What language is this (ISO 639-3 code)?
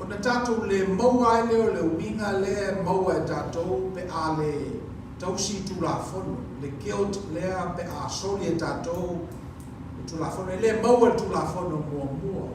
smo